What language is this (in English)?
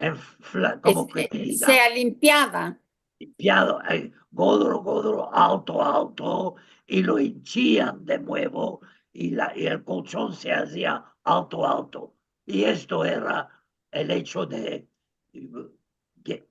Ladino